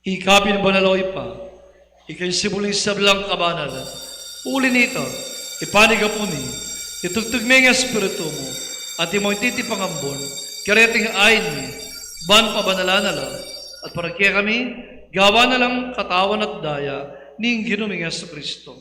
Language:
Pampanga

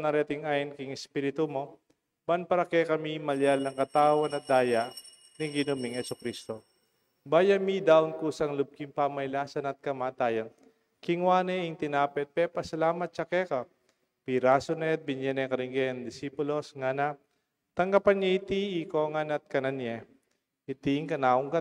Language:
Pampanga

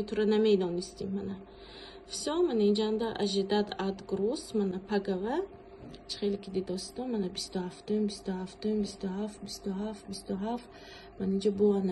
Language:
Tajik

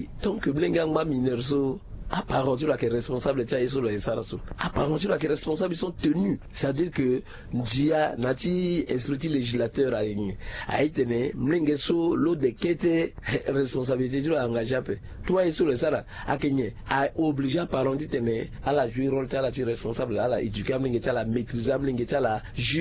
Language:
Sango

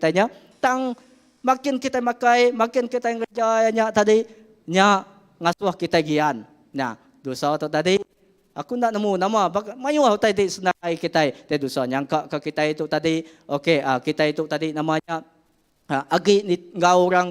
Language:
Iban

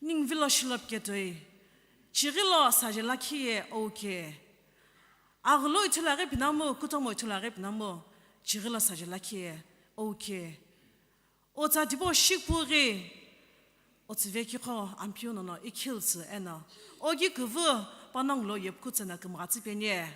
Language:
Sumi Naga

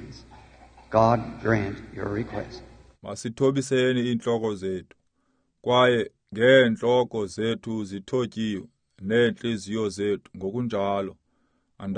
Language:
Xhosa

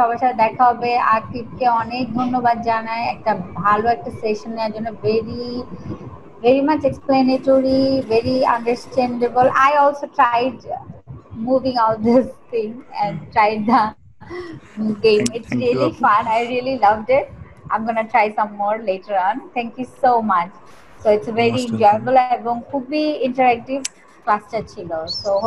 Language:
Bangla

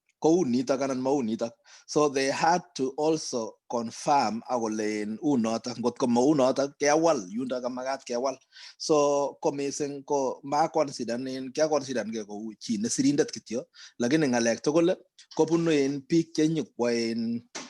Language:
Kalenjin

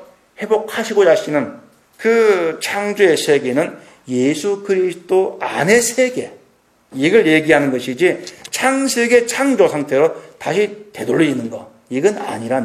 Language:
Korean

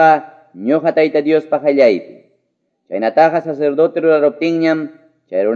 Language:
Quechua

